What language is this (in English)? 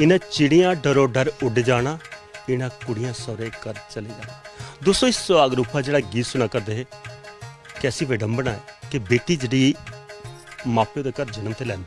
Dogri